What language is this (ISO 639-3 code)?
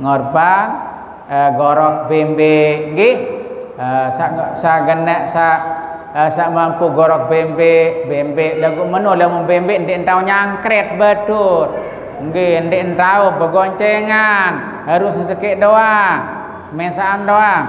sas